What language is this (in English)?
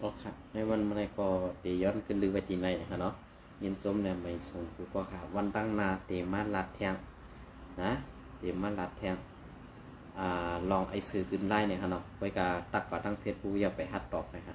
Shan